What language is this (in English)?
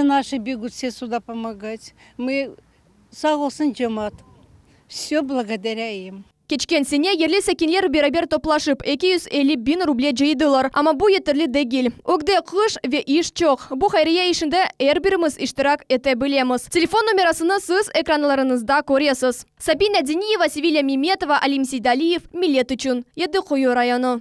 Crimean Tatar